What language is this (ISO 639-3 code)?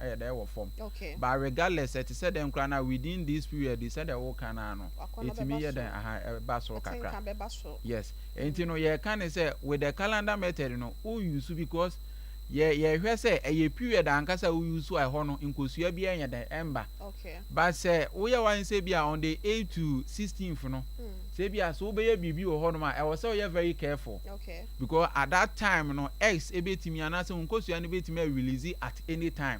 aka